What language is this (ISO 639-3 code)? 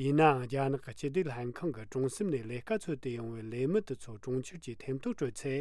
lav